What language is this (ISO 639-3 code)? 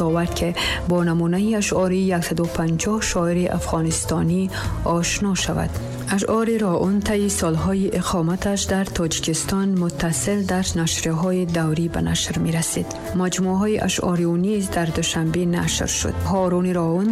tgk